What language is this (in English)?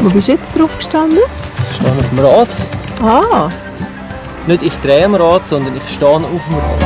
Swiss German